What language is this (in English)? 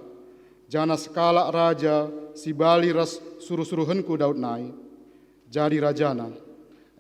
Batak Karo